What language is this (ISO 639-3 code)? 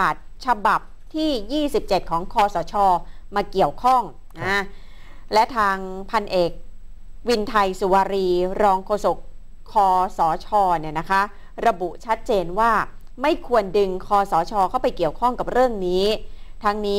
tha